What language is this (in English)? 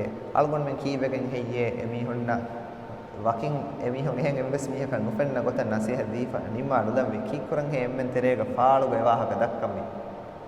Divehi